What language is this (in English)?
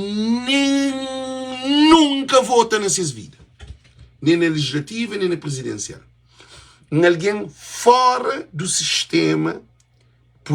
Kabuverdianu